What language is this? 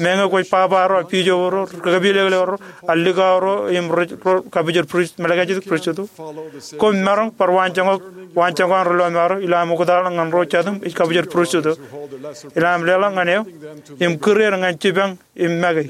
Marshallese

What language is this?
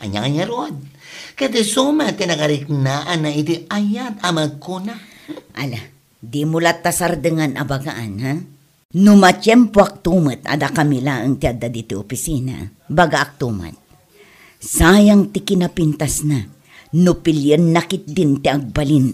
Iloko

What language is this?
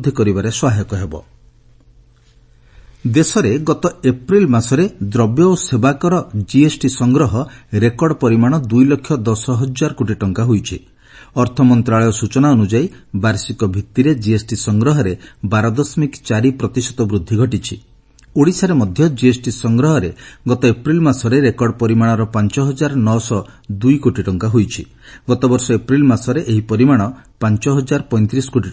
Odia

